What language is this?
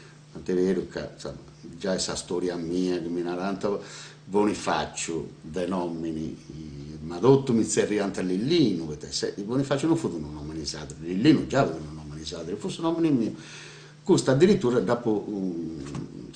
Sardinian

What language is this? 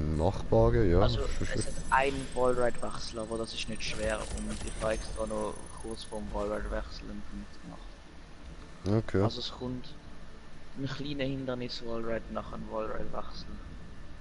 Swiss German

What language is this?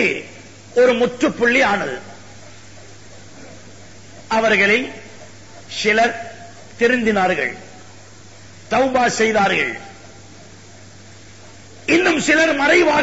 Tamil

